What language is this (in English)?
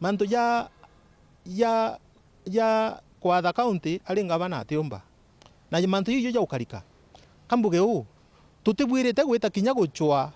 Meru